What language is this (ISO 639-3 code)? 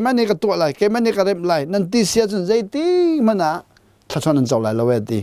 cnh